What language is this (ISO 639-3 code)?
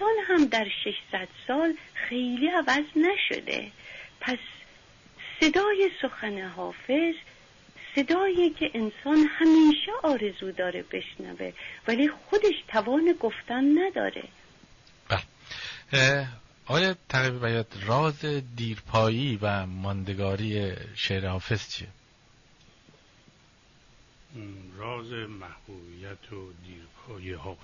fas